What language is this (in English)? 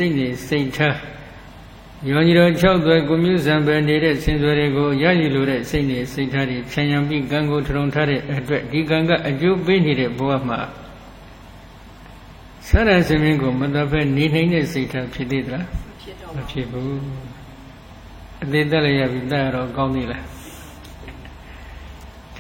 Burmese